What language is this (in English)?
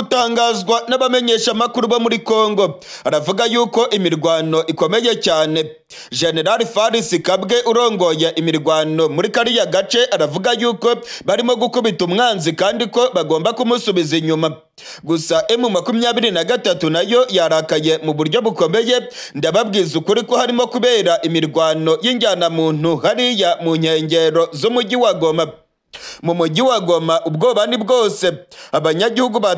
Kinyarwanda